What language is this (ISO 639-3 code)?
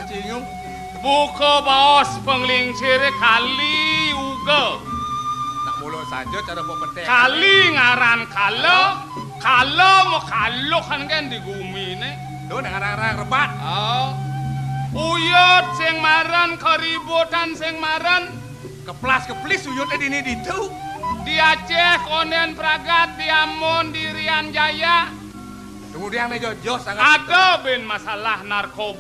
ban